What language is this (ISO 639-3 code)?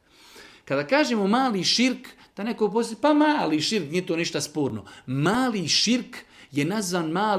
bos